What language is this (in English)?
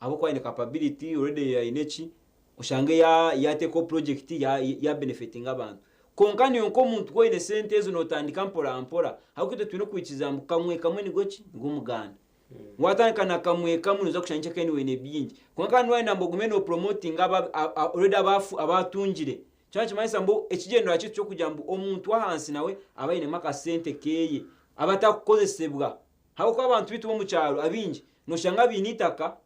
Nyankole